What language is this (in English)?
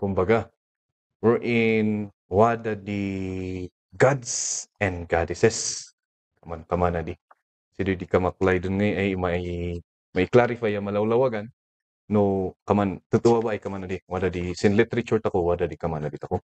Kankanaey